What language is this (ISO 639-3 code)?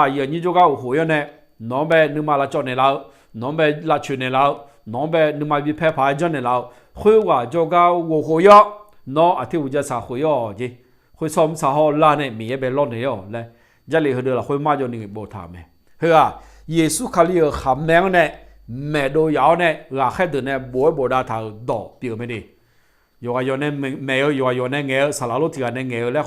ahk